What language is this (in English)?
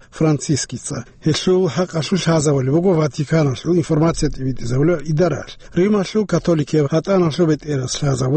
Avaric